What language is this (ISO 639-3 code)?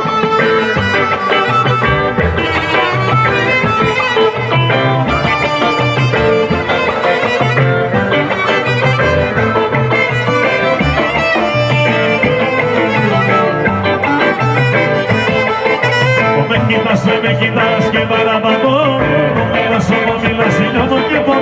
ell